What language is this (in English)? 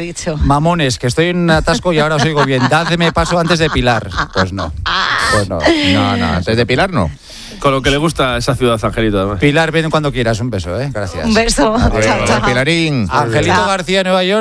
Spanish